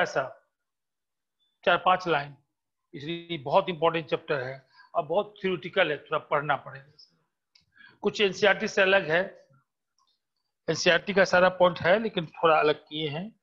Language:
Hindi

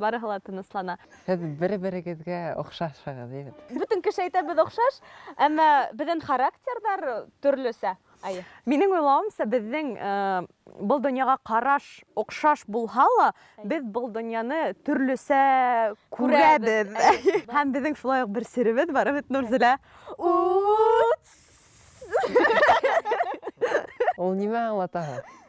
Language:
Bashkir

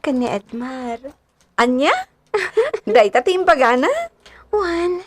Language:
Iloko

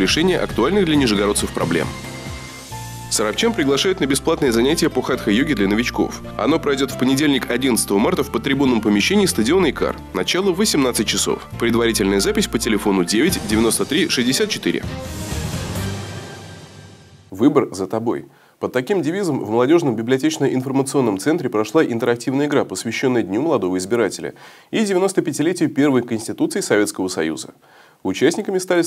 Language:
Russian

